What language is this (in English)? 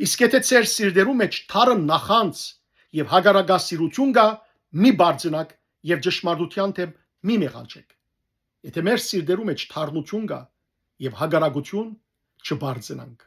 Western Armenian